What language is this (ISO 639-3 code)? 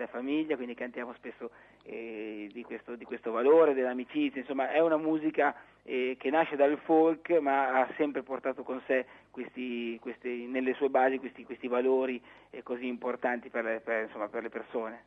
ita